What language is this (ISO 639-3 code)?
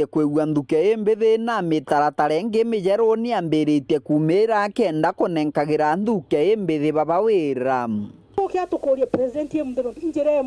mer